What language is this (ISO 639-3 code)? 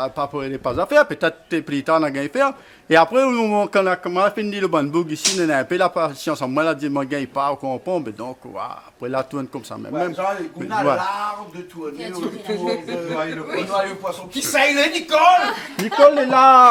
rcf